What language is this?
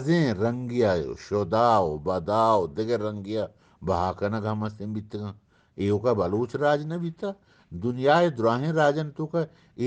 Eastern Balochi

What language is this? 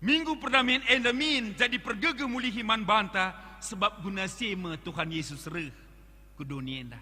Batak Karo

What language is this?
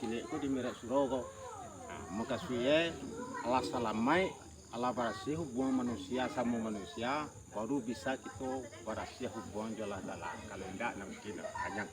Minangkabau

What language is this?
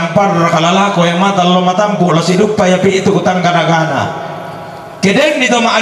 Toraja-Sa'dan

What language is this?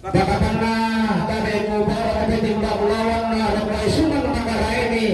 Toraja-Sa'dan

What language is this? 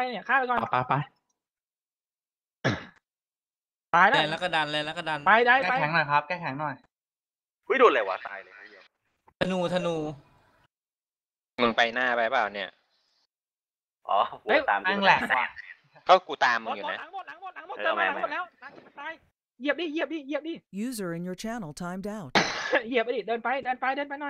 Thai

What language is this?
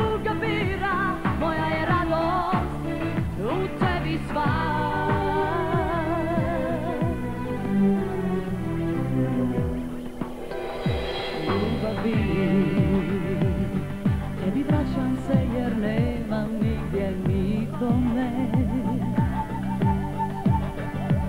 Croatian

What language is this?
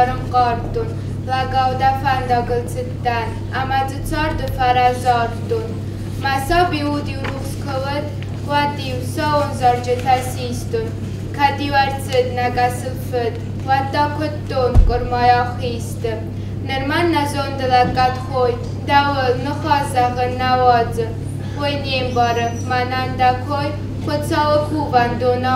Ossetic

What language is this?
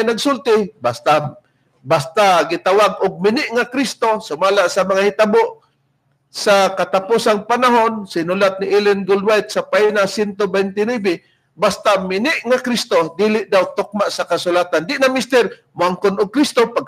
Cebuano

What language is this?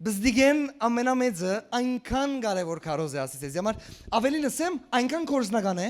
Western Armenian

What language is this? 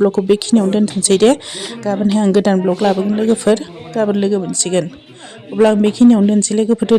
Bodo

